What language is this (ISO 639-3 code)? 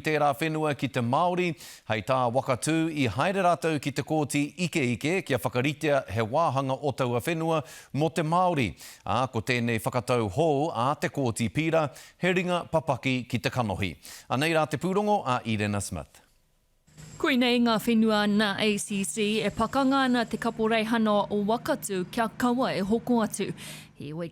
mri